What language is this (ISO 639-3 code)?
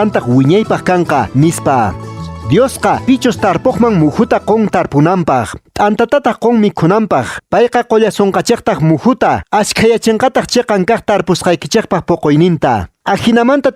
que